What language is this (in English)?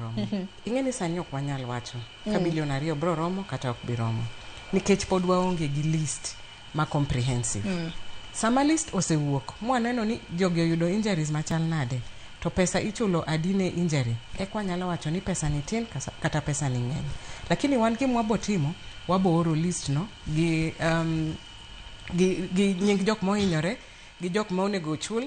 Luo (Kenya and Tanzania)